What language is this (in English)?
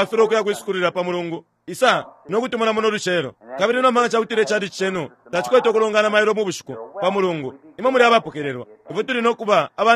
Bemba